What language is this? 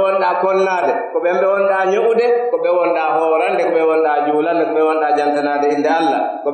Pular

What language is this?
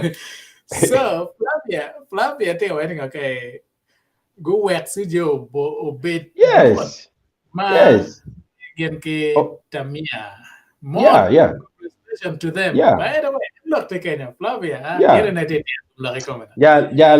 Acoli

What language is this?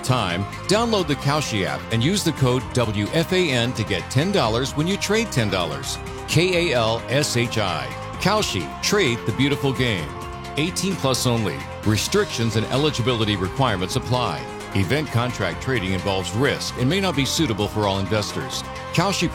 English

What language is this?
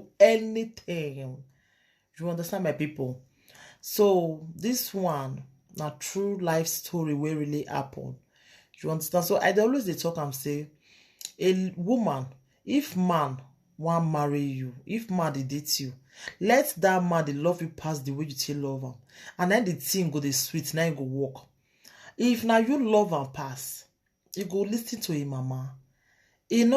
Nigerian Pidgin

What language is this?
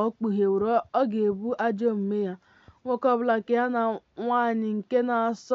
Igbo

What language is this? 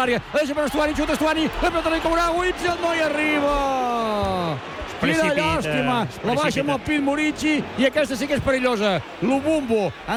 Catalan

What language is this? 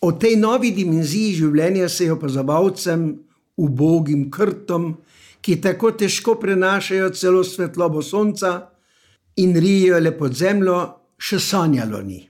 Slovenian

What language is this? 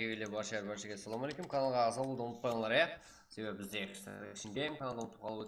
Kara-Kalpak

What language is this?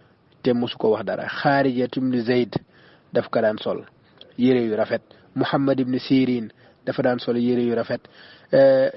Wolof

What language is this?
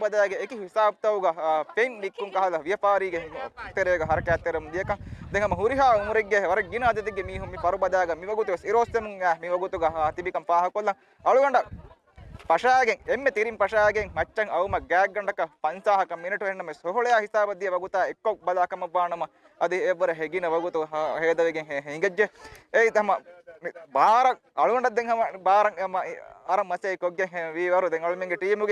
Divehi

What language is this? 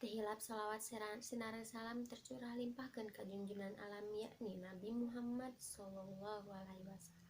Sundanese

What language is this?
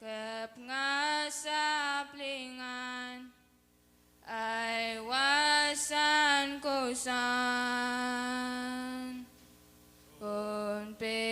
Pohnpeian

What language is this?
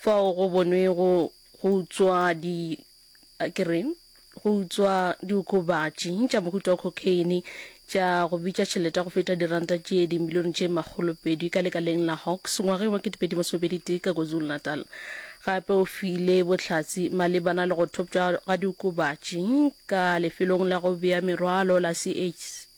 Northern Sotho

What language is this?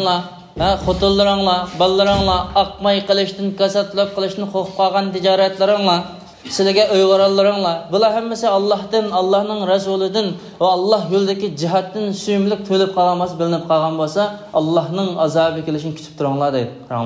Uyghur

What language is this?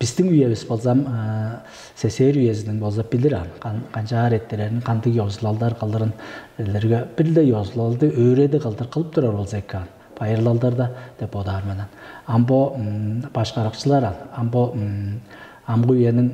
Tuvinian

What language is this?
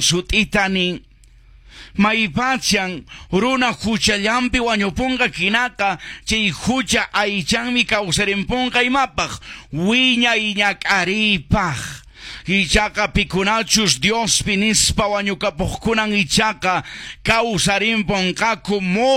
Quechua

